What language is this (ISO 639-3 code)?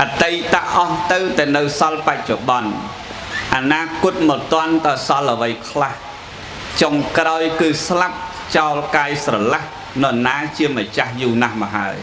khm